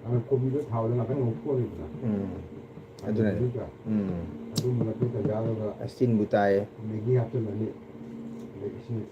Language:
Manipuri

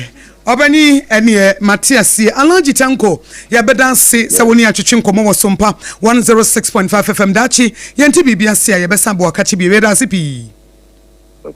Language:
Akan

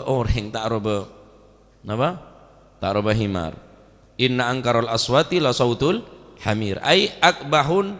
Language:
Madurese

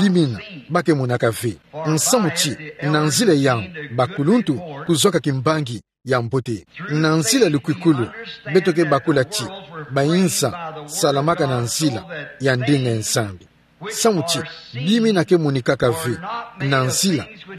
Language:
Kituba (Democratic Republic of Congo)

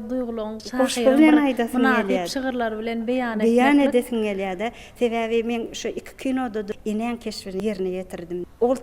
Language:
Turkmen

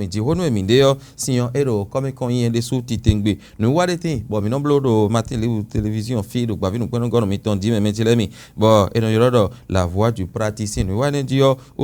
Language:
Fon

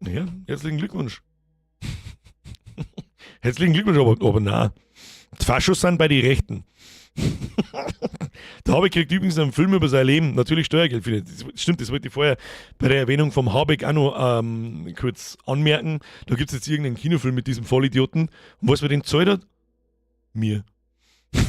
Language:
Bavarian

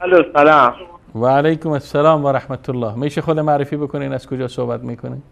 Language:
Persian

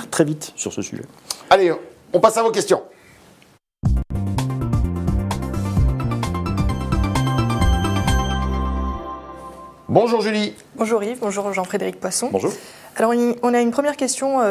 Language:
French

